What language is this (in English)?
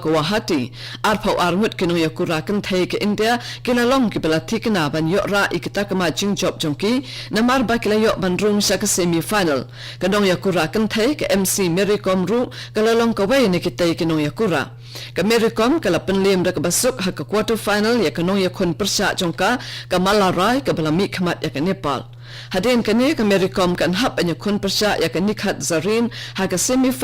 Khasi